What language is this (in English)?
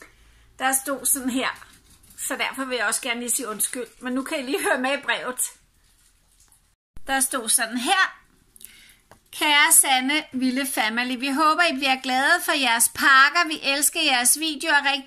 Danish